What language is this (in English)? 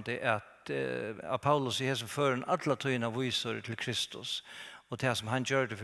Faroese